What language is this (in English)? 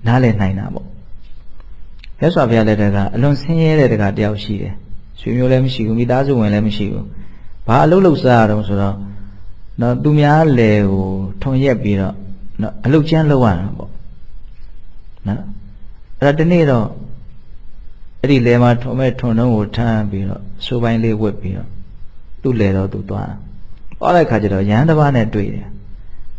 Burmese